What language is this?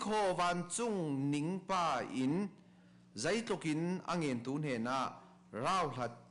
Falam Chin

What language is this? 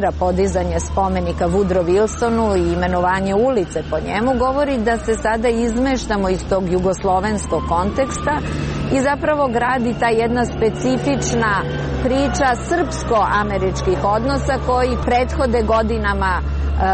Serbian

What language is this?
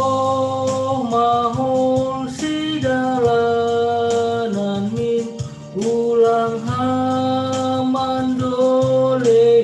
Batak Simalungun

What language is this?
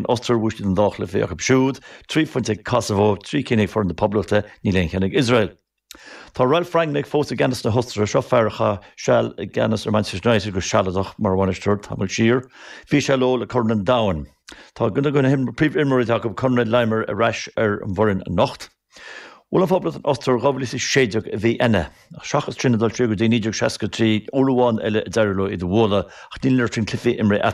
Irish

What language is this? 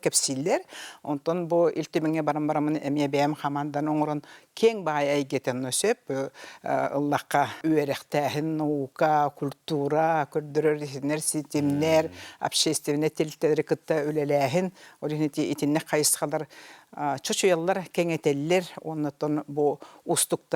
Yakut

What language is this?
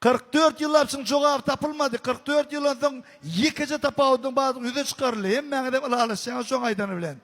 Turkmen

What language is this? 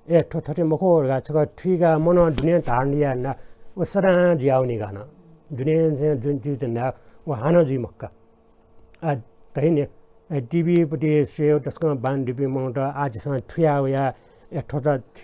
Newari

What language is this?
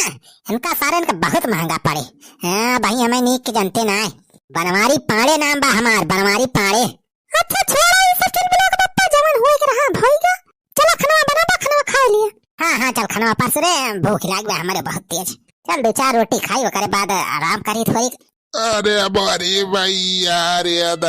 Awadhi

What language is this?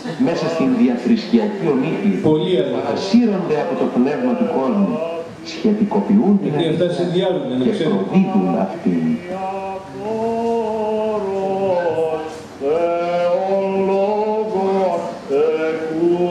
Greek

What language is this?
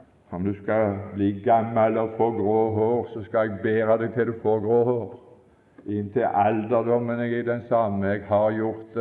Norwegian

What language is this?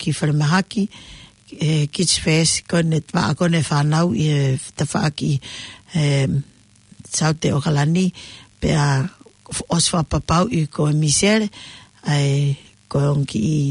Tongan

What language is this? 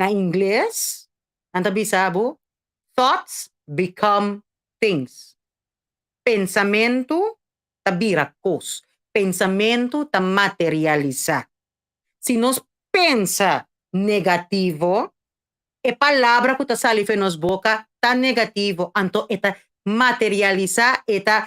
Papiamento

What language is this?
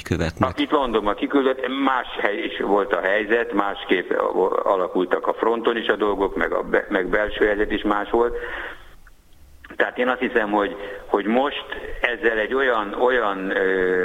Hungarian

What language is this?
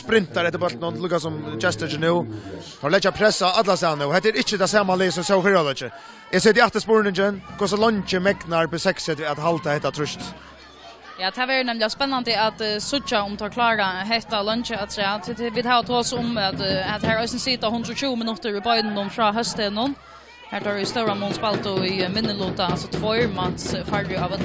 Faroese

